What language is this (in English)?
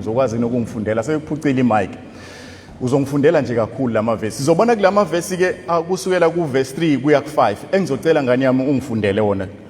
Zulu